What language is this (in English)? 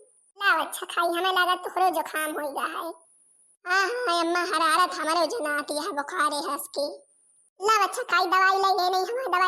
Awadhi